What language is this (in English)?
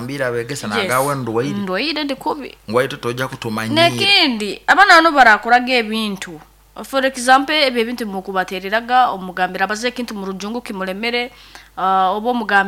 Nyoro